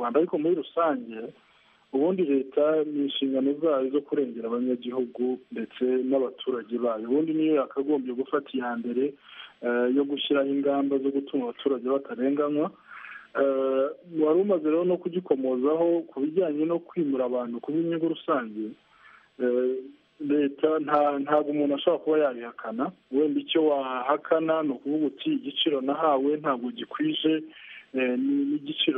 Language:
Kinyarwanda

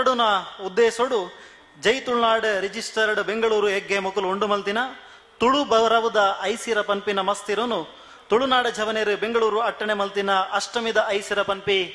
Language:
Tulu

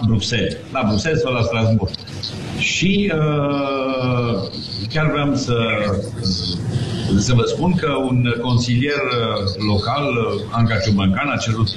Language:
Romanian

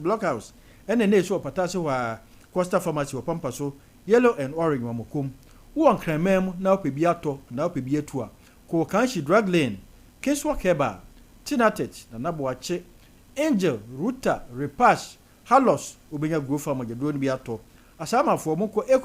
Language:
Akan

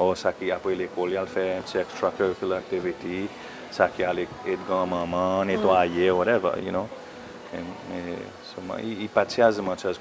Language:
Seselwa Creole French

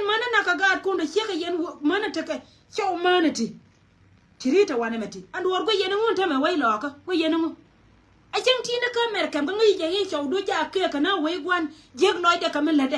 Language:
Nuer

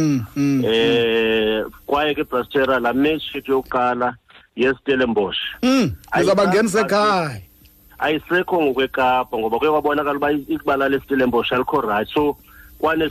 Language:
Xhosa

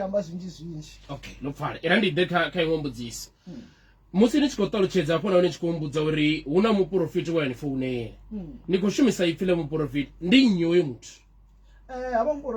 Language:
Venda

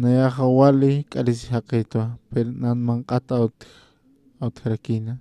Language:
Aymara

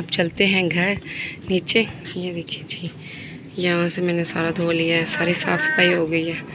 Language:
Hindi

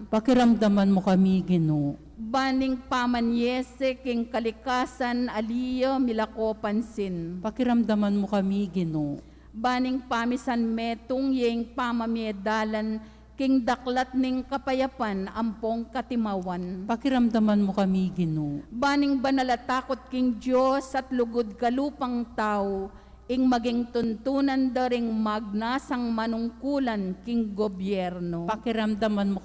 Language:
Pampanga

